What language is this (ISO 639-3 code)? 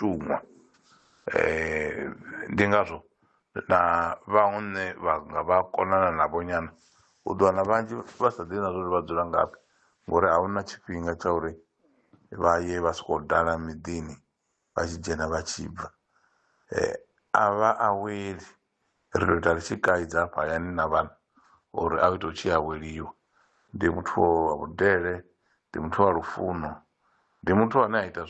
ven